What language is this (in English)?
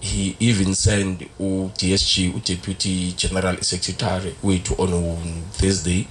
Zulu